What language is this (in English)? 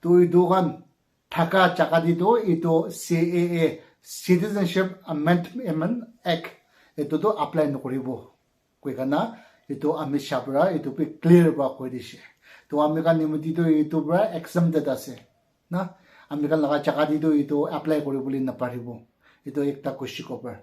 Naga Pidgin